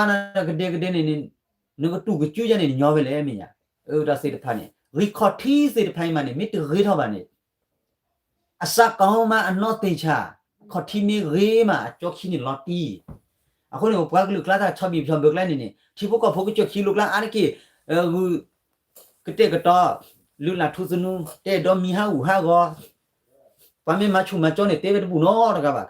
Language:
S'gaw Karen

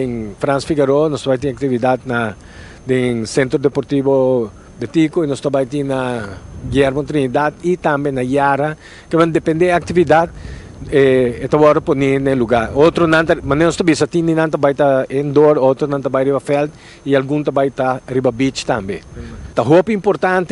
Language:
Papiamento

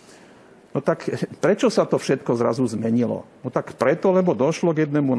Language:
Slovak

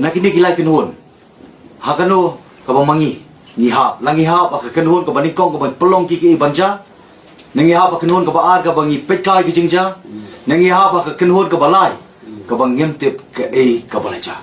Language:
Khasi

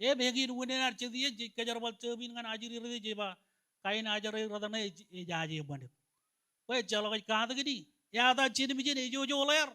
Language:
Marshallese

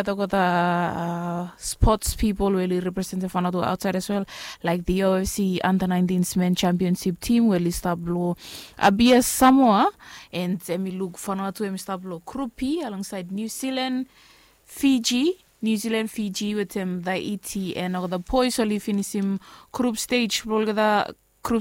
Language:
Bislama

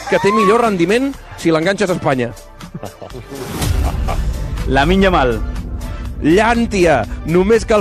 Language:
Catalan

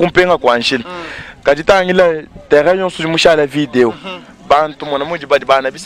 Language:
Luba-Lulua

